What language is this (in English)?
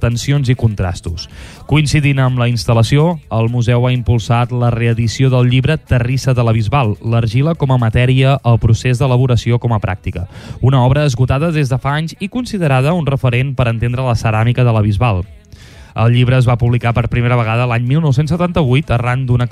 Catalan